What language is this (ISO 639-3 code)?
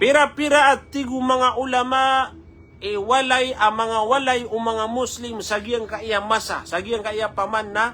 mrw